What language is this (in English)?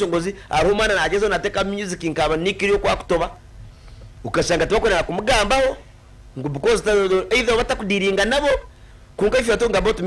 Nyankole